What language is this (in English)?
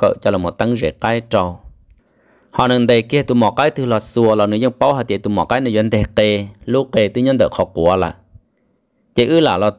Vietnamese